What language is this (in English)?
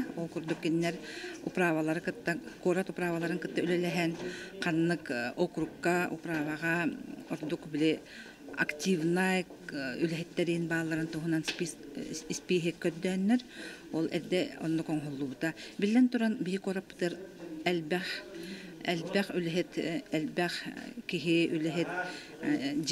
Yakut